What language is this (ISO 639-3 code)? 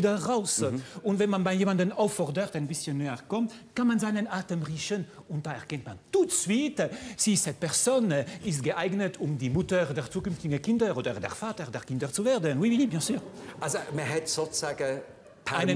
gsw